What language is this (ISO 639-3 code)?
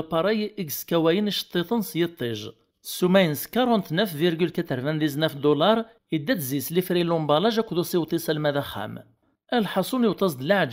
kab